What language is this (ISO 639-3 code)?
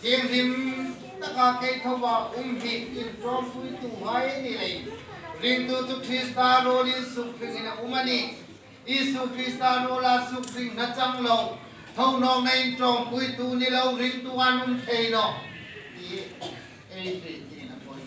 hmr